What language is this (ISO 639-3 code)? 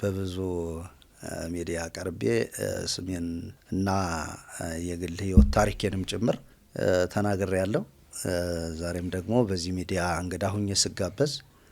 amh